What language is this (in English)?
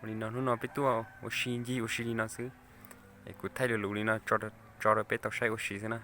Hmong